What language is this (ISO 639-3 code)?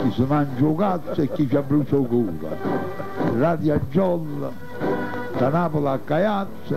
nap